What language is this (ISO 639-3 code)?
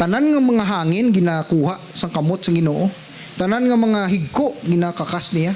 hil